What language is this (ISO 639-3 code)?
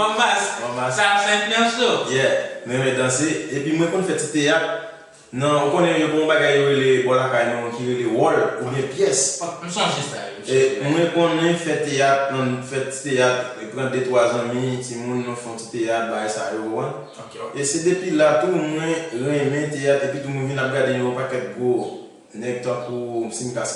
hat